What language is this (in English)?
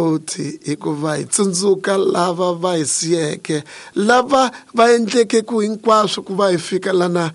Tsonga